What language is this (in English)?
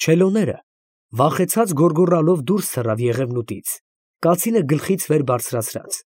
Armenian